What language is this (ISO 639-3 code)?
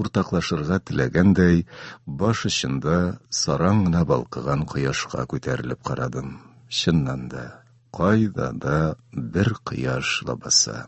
tat